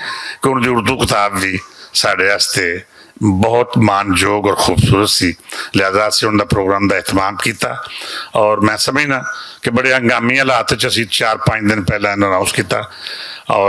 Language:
Western Panjabi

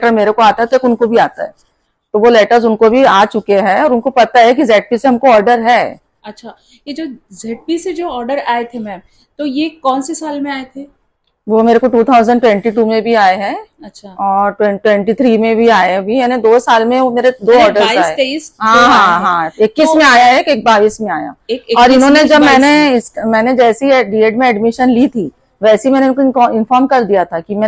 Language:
Hindi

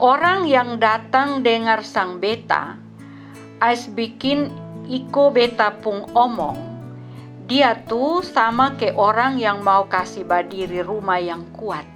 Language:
Kupang Malay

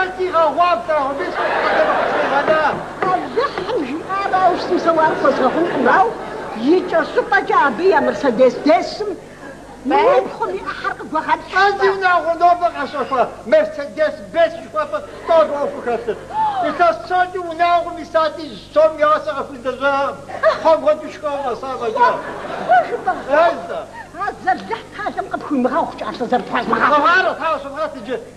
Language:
Kabardian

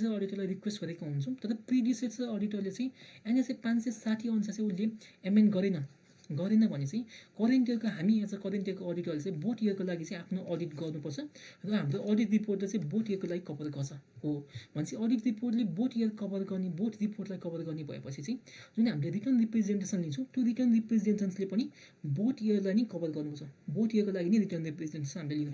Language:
Nepali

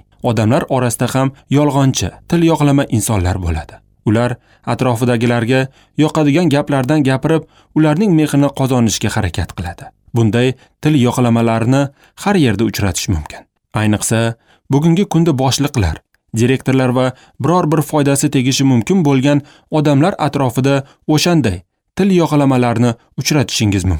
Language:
Uzbek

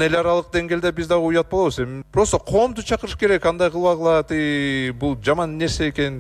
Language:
Kyrgyz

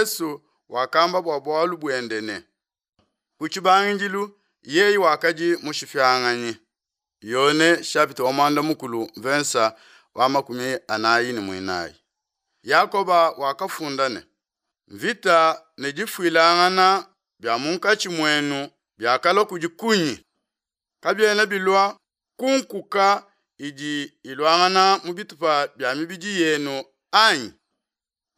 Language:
Luba-Lulua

